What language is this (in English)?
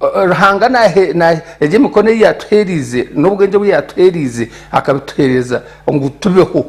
Nyankole